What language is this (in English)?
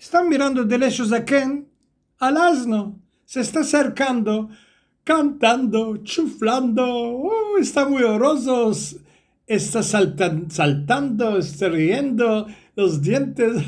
Ladino